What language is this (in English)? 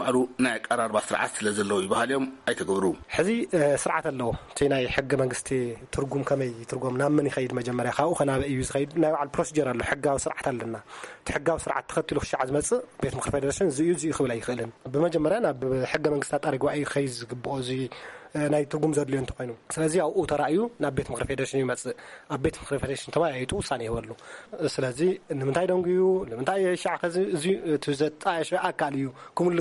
Tigrinya